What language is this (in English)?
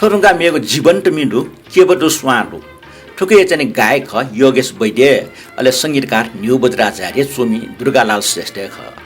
Newari